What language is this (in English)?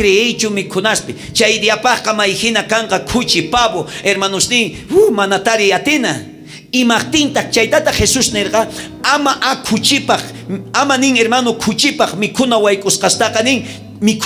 South Bolivian Quechua